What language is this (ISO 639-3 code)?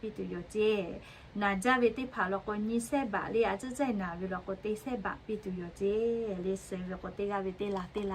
lhu